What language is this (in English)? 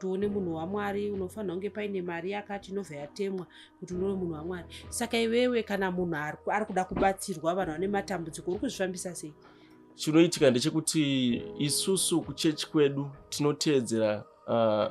Shona